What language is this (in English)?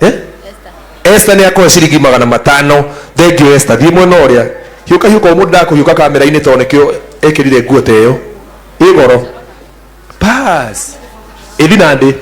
Kikuyu